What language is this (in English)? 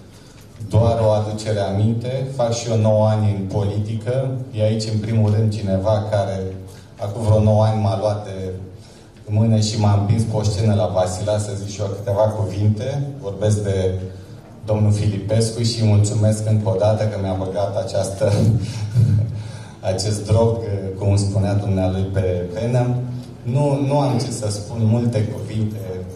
Romanian